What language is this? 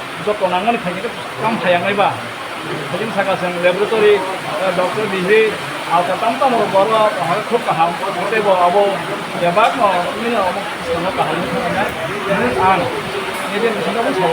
Kok Borok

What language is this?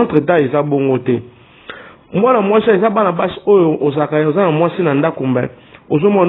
Lingala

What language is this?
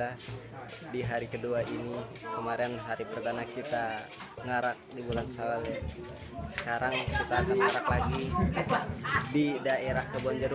Betawi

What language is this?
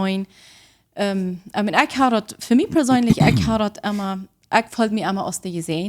Plautdietsch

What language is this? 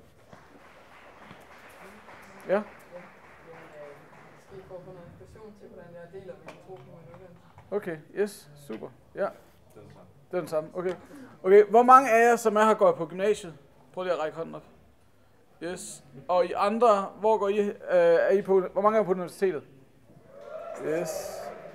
Danish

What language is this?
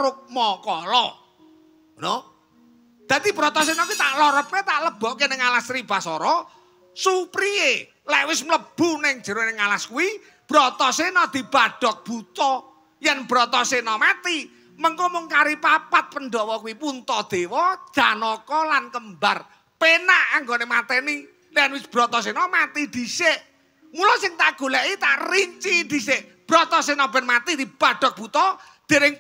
Javanese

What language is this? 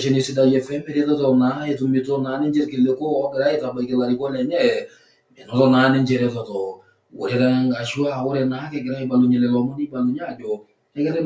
Masai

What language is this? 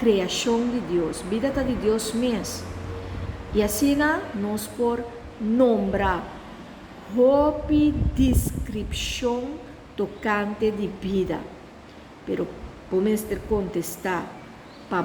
Papiamento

